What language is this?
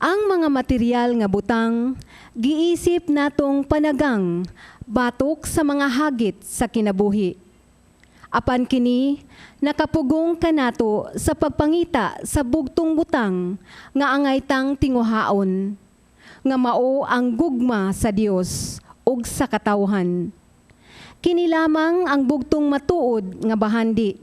Cebuano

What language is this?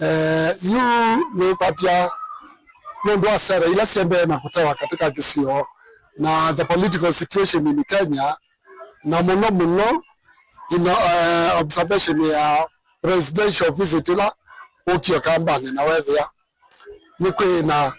Kamba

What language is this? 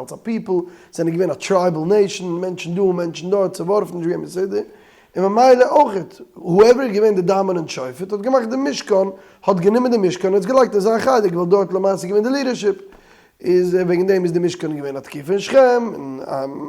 Yiddish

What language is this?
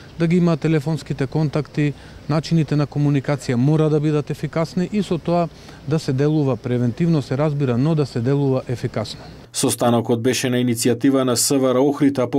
Macedonian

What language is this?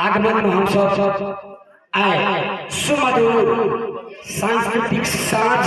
Maithili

